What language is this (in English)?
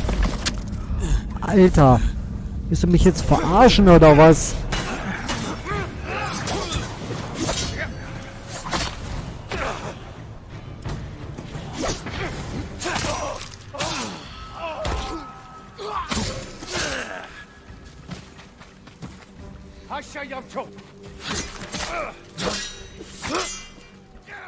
German